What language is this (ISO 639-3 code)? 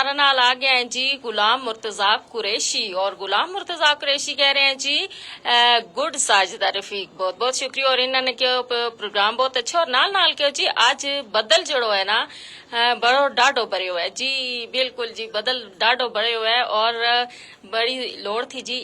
gju